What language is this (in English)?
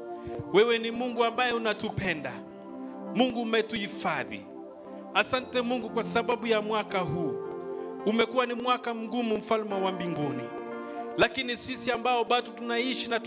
Swahili